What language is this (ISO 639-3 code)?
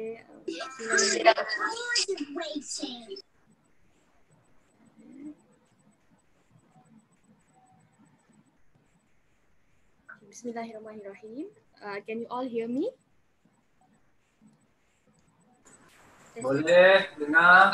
msa